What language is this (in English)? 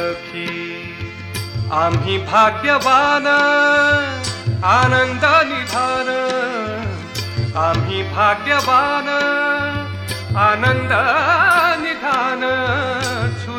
Marathi